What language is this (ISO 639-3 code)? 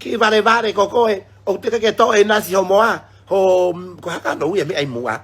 ton